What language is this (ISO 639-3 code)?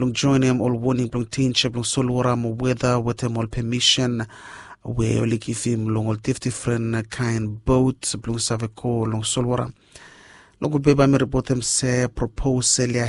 bis